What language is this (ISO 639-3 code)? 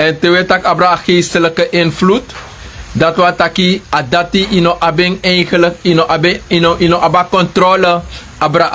srn